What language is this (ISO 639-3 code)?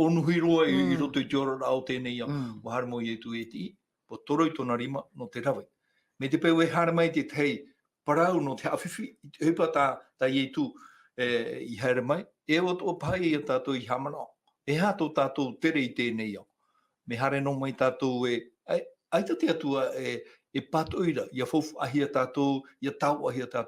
tah